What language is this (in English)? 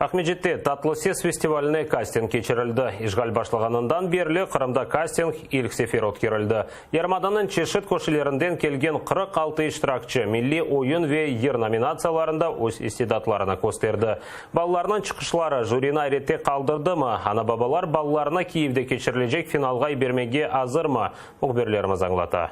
Crimean Tatar